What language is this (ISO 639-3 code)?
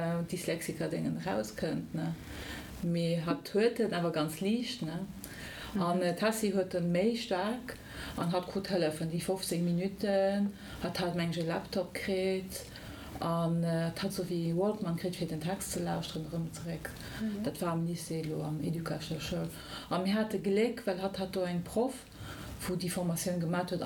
ltz